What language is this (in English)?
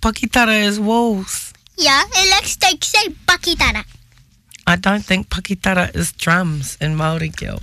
Māori